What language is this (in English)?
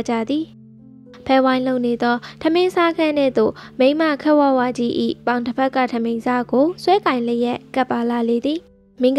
Burmese